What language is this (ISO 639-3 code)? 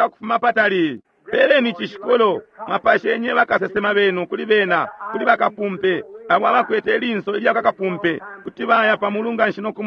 bem